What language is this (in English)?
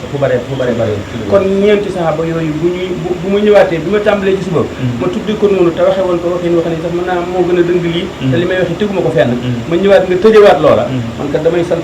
Wolof